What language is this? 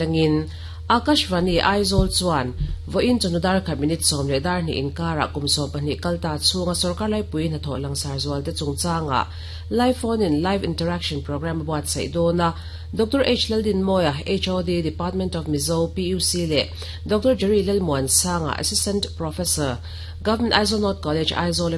Mizo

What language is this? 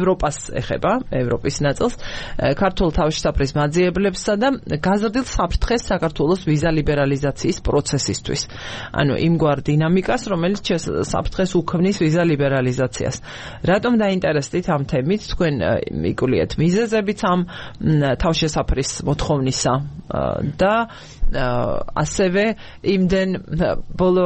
Georgian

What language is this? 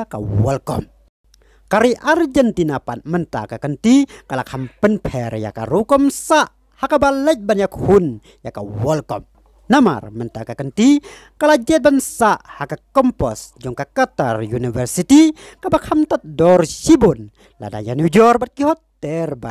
Khasi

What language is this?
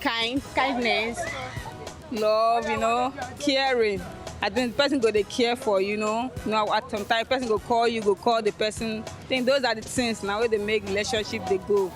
Nigerian Pidgin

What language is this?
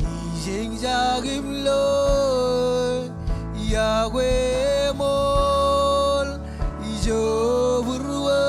Marshallese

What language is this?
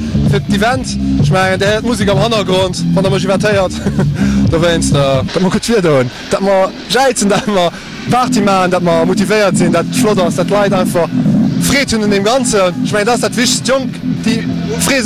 Luxembourgish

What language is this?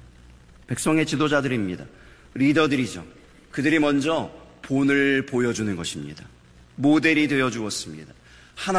Korean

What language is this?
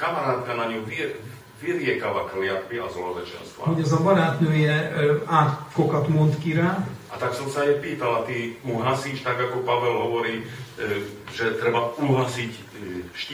Slovak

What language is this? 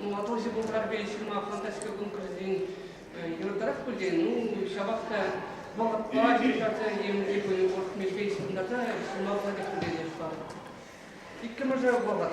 Chuvash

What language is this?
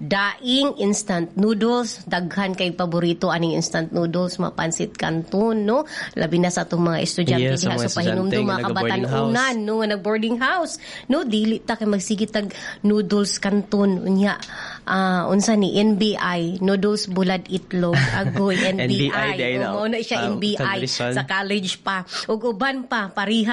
Cebuano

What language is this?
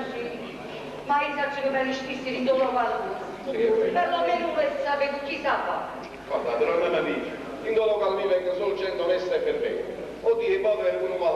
Neapolitan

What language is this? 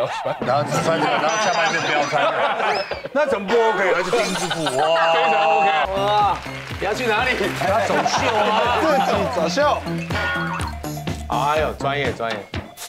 Chinese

